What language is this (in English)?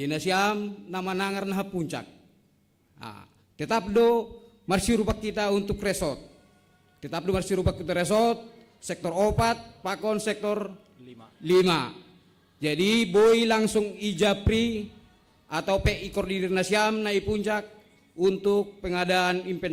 Batak Simalungun